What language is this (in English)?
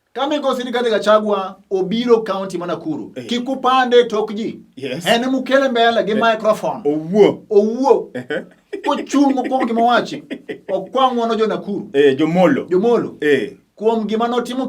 Luo (Kenya and Tanzania)